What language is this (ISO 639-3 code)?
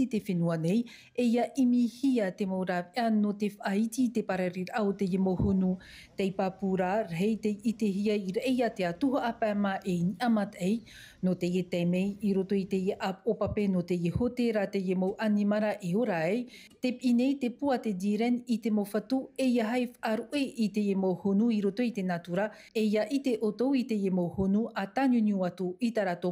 tah